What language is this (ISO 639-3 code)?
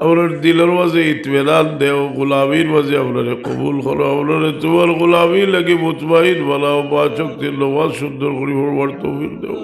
syl